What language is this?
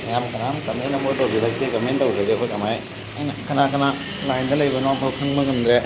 Manipuri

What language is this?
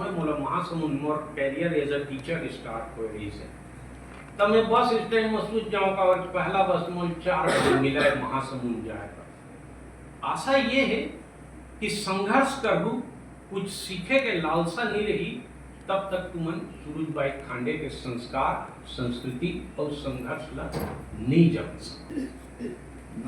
Chhattisgarhi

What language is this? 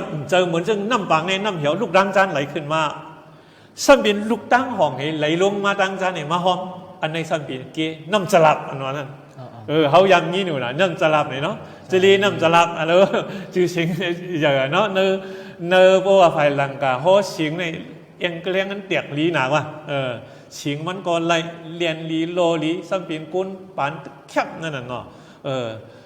Shan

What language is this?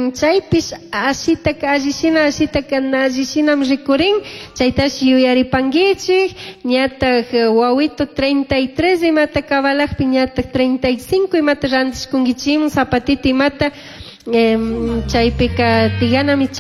Chimborazo Highland Quichua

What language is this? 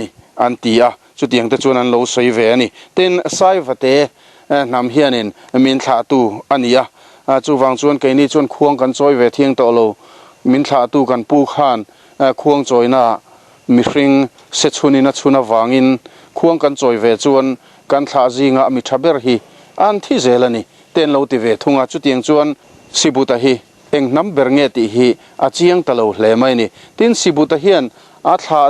Mizo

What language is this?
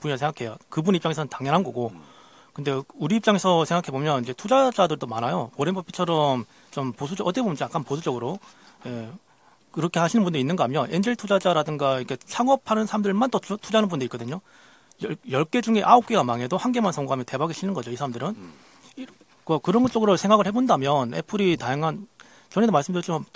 Korean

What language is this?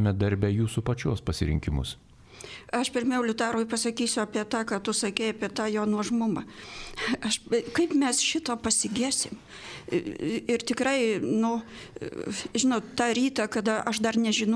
Lithuanian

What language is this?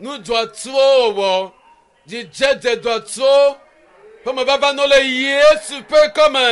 Ewe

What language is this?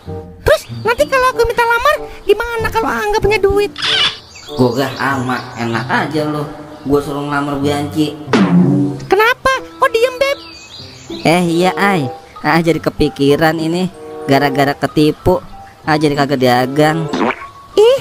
Betawi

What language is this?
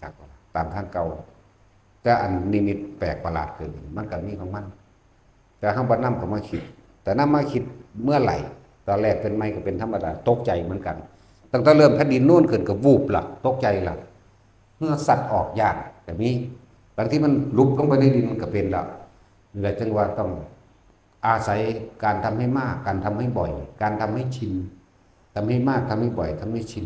Northeastern Thai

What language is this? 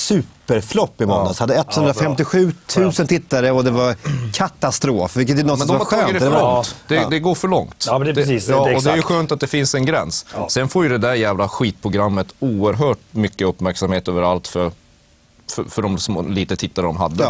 Swedish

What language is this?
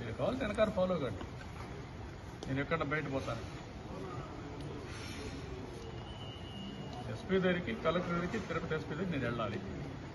Telugu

